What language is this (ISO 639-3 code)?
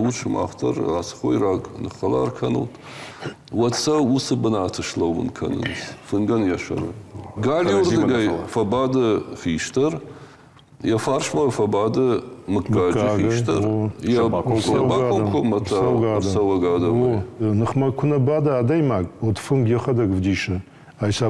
oss